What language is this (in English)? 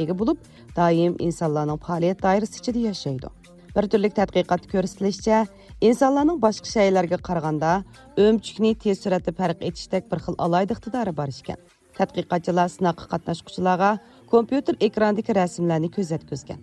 Uyghur